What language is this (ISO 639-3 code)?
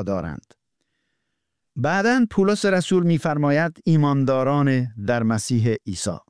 fas